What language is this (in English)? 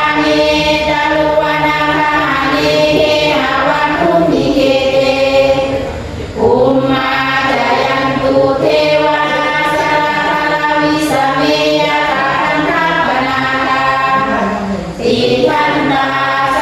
Pali